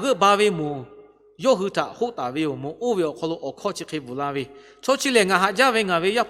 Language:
Lahu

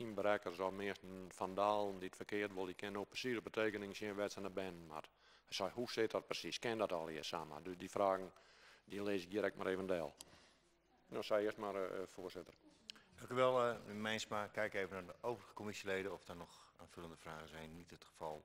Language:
Western Frisian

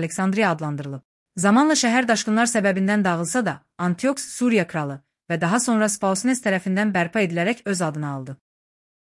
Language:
Azerbaijani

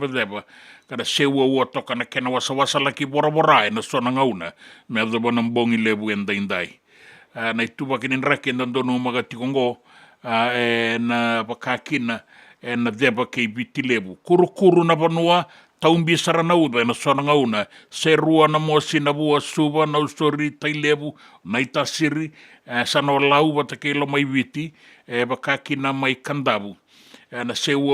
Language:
Fijian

